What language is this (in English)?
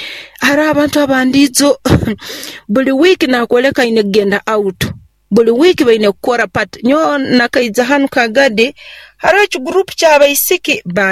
Nyoro